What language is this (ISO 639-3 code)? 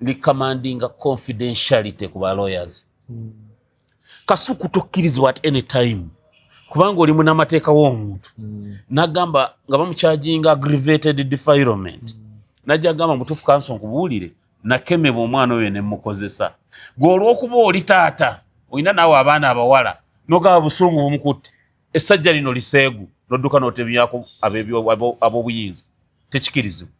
lug